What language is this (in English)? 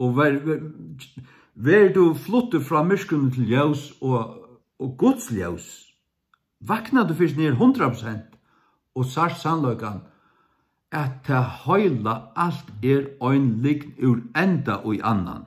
Faroese